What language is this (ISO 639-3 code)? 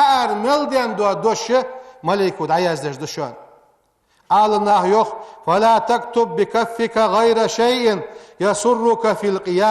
inh